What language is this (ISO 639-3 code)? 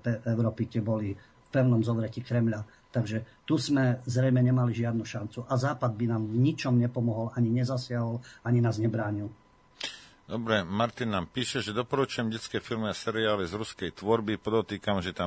slk